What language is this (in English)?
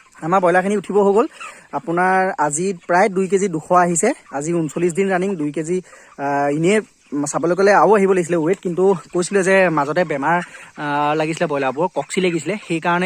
Assamese